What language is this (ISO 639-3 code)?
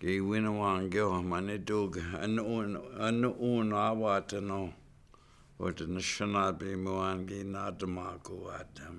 ciw